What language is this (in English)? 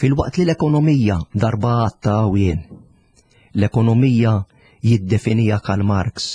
Maltese